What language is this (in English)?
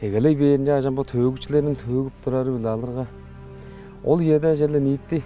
Tuvinian